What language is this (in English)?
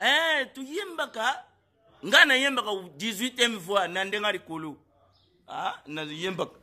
Lingala